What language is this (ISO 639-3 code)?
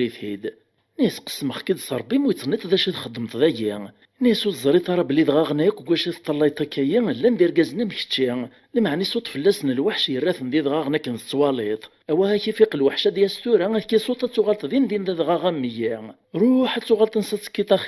kab